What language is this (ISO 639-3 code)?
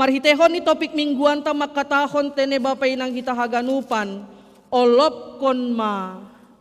bts